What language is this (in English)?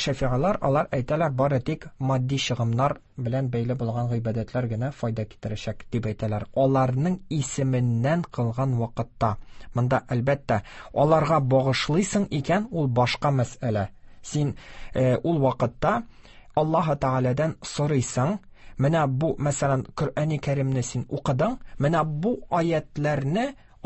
Tatar